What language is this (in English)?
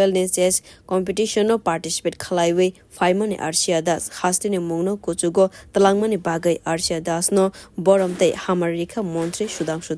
Kok Borok